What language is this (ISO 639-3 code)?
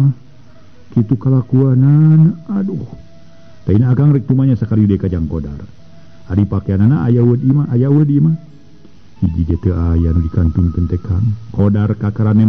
sun